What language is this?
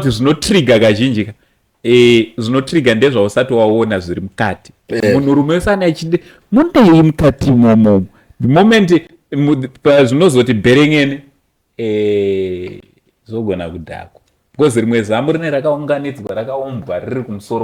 Shona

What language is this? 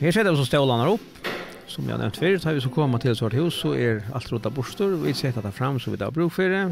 Faroese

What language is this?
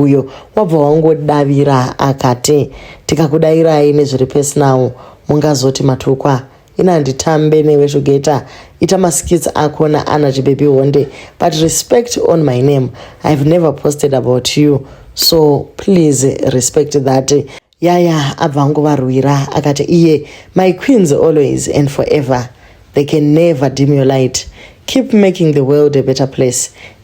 Shona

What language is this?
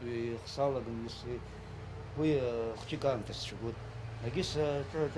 Abkhazian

